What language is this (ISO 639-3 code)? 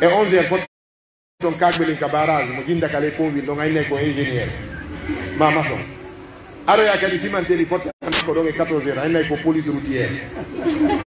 fuf